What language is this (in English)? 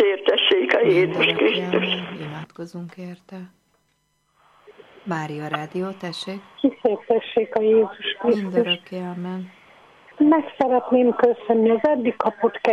Hungarian